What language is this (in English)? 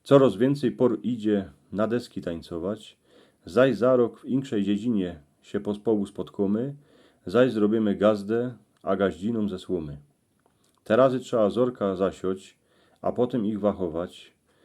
Silesian